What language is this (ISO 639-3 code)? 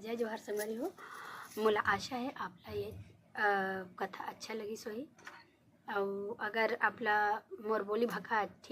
hne